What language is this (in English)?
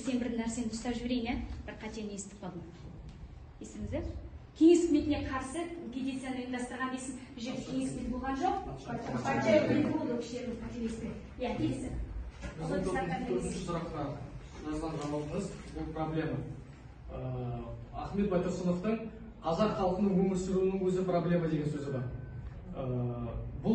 Kazakh